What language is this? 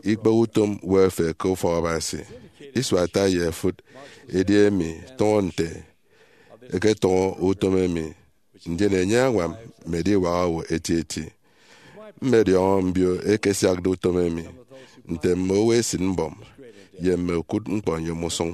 Efik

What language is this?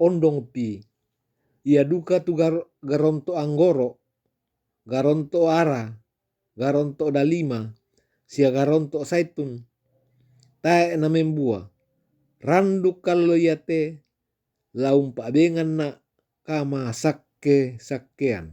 Toraja-Sa'dan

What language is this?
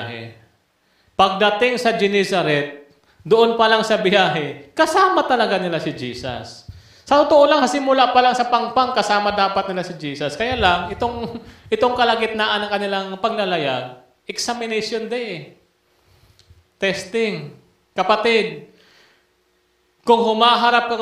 Filipino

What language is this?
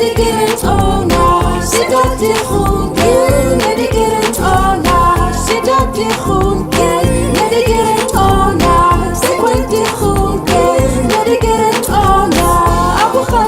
Nama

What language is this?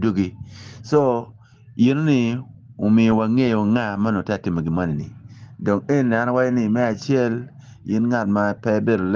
Acoli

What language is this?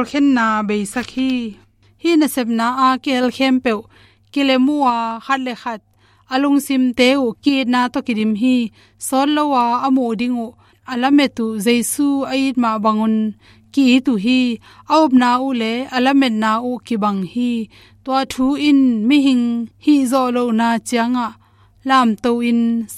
Tedim Chin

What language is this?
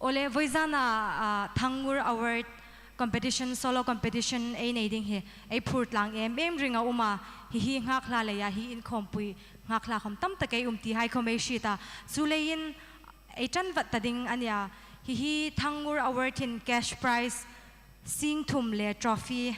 Hmar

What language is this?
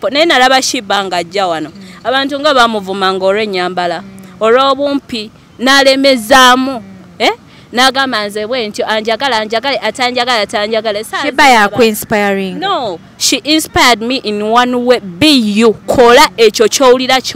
Ganda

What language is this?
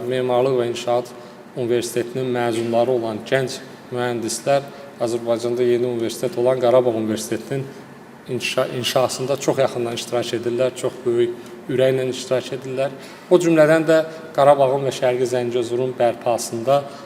Azerbaijani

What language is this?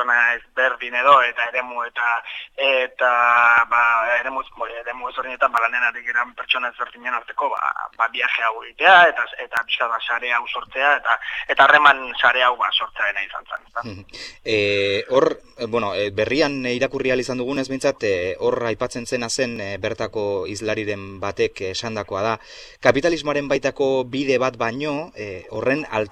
Basque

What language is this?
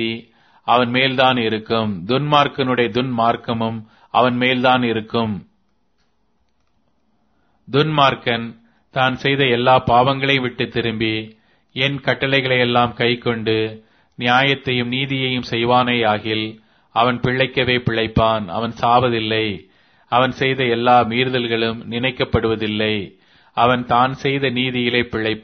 Tamil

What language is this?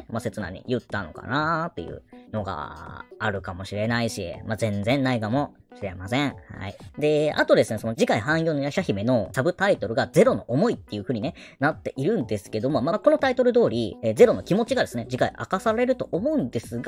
Japanese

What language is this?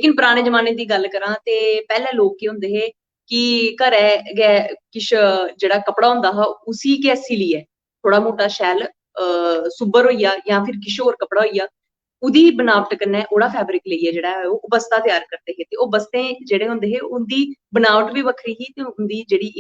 Dogri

